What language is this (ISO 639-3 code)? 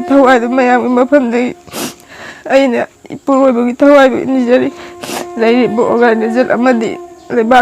mni